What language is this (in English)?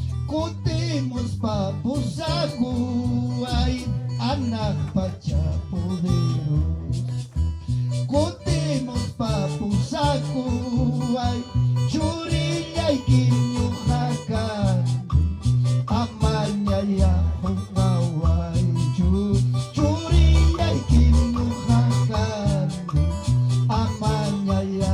Ayacucho Quechua